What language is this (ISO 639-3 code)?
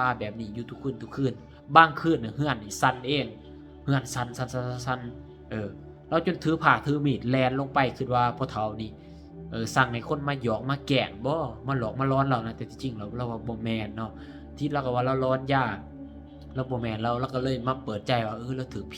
lao